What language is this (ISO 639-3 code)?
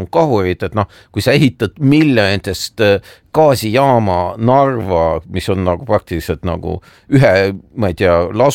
est